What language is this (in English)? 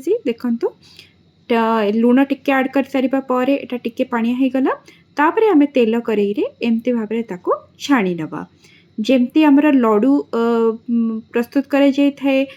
Odia